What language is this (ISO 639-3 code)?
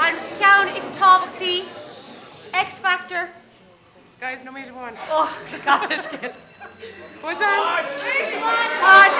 gle